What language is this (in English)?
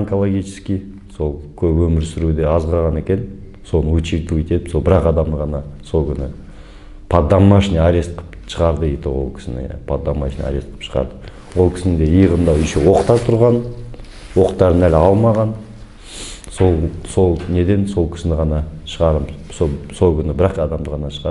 Kazakh